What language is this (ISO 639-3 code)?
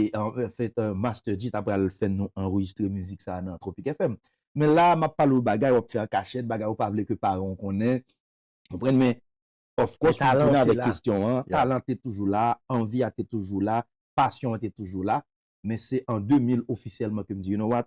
hat